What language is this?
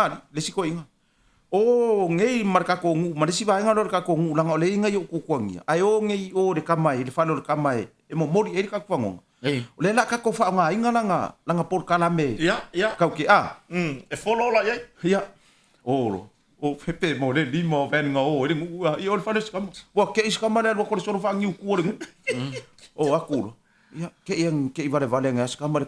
Samoan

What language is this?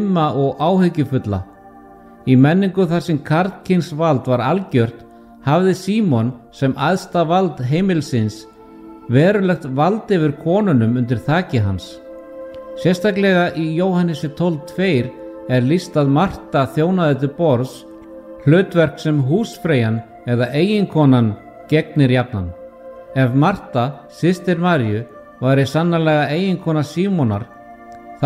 Icelandic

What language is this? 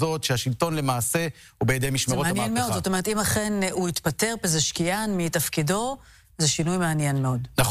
Hebrew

